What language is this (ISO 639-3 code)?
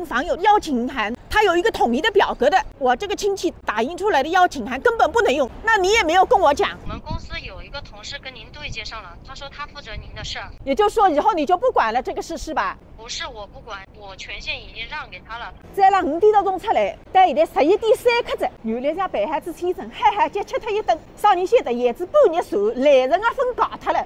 wuu